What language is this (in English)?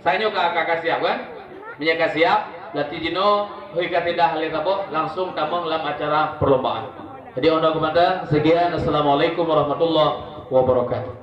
Achinese